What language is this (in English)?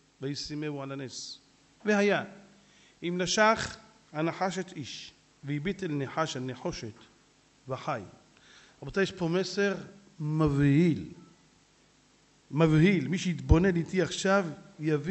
Hebrew